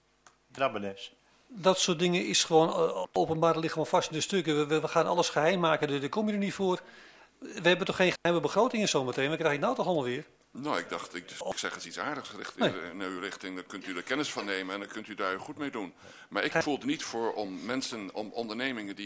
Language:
Dutch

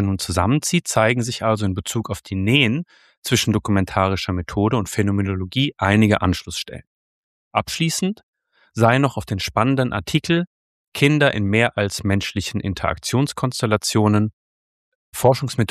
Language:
German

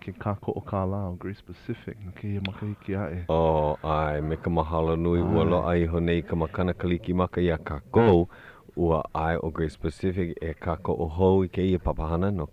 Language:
Hawaiian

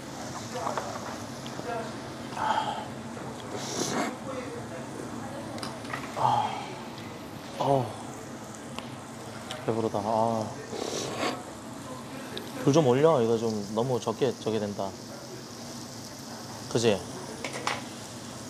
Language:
Korean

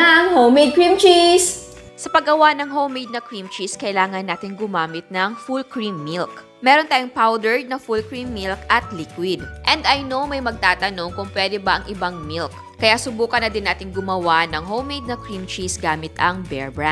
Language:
Filipino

